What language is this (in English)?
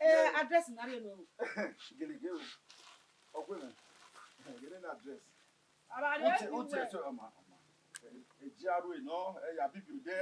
Bini